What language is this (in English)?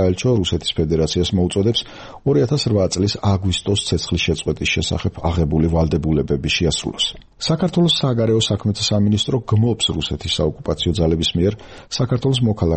Georgian